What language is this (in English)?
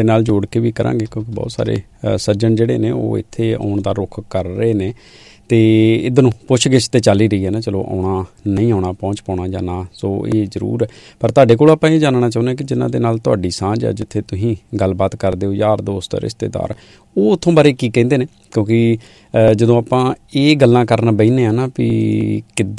Punjabi